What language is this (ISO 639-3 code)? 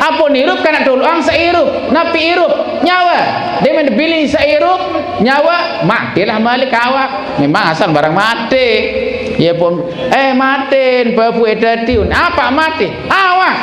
sas